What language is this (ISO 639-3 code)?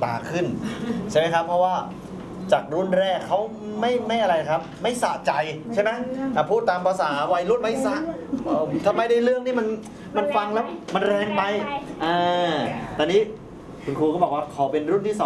tha